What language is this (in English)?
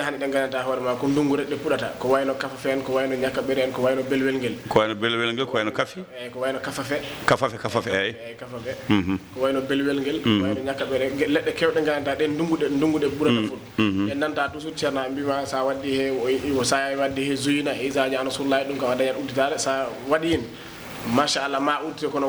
Fula